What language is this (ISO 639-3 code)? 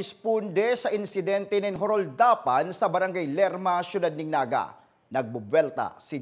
bik